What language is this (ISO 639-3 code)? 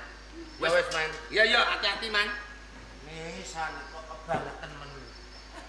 jav